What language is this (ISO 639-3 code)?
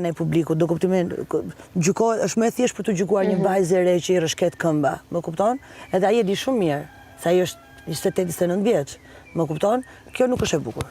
sqi